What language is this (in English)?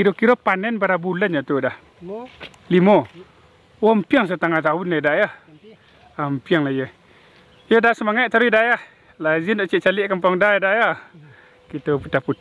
Minangkabau